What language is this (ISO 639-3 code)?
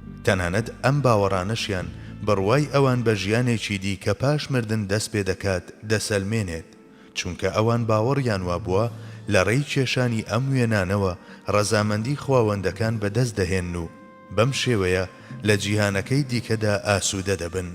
ckb